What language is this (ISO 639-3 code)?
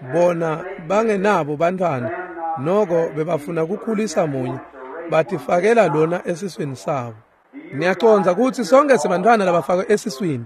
ssw